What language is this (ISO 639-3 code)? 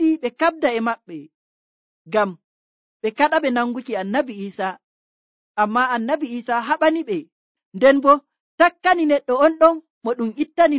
fuv